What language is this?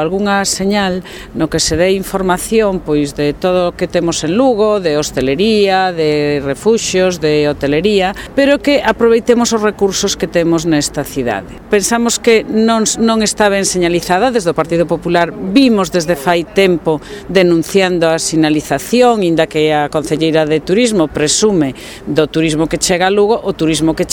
Galician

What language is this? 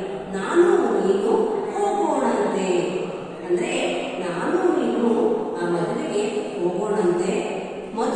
Kannada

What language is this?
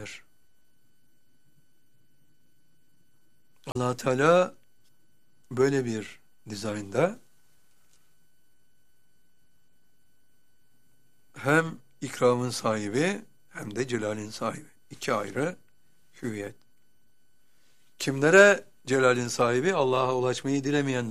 Turkish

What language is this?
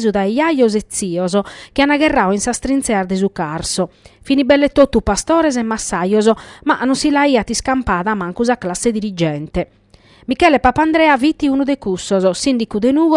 Sardinian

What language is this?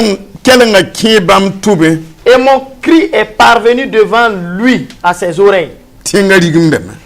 Mossi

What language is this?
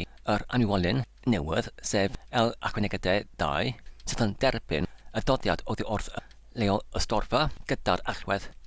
Welsh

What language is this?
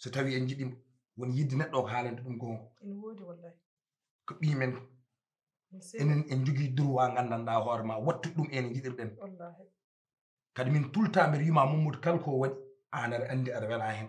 Fula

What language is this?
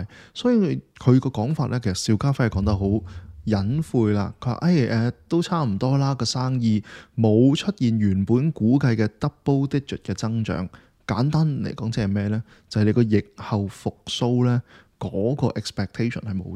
Cantonese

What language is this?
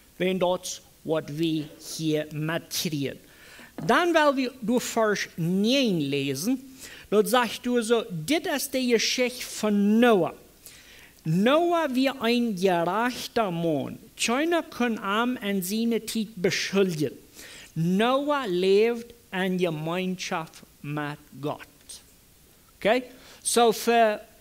Plautdietsch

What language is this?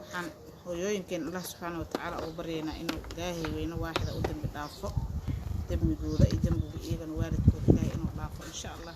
Somali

